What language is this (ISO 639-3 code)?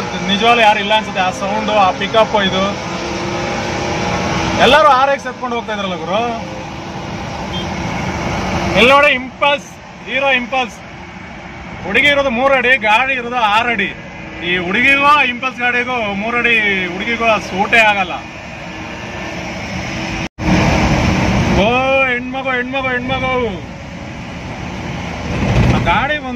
kan